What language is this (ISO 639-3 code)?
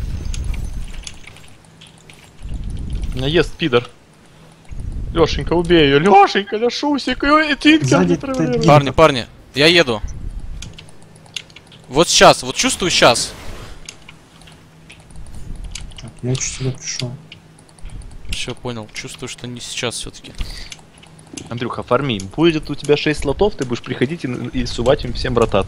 rus